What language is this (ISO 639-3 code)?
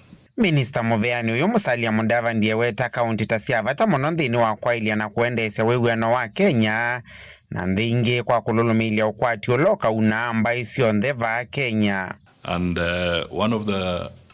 kam